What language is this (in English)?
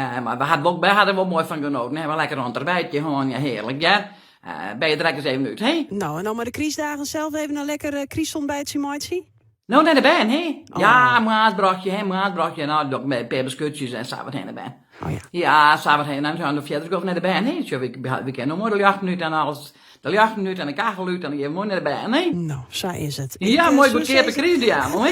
Western Frisian